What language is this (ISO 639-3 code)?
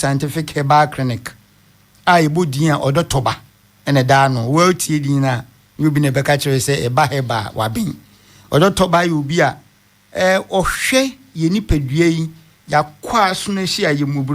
aka